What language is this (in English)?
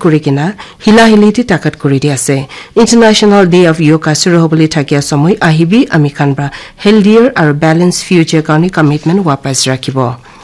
Naga Pidgin